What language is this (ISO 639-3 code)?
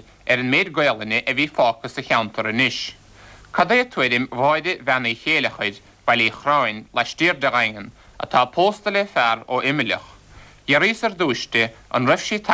gle